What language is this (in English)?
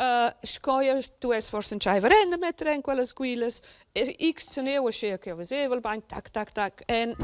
Romansh